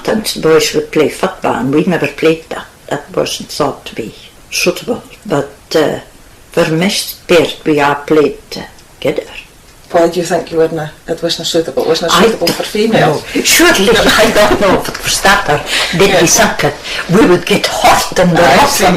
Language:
Scots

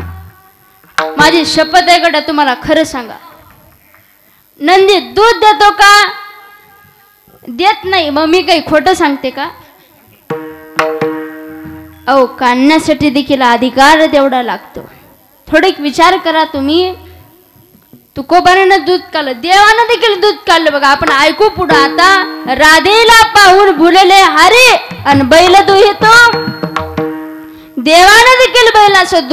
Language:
Marathi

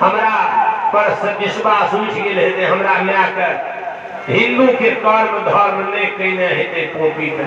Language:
Maithili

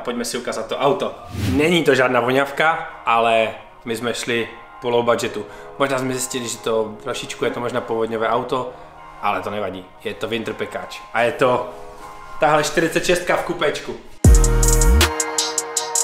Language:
Czech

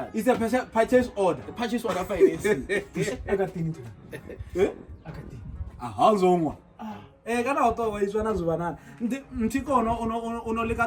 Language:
Tswana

